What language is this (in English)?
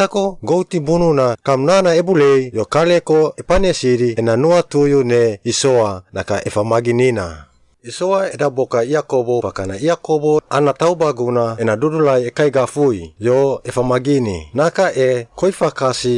Suau